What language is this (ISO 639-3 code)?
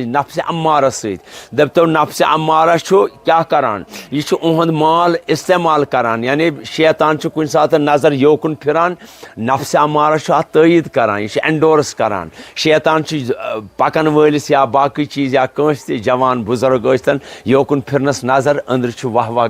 kas